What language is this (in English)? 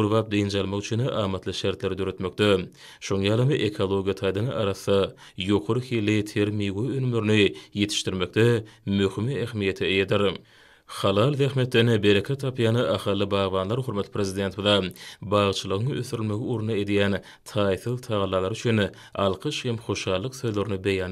Turkmen